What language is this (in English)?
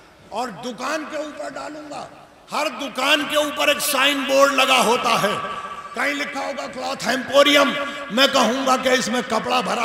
Urdu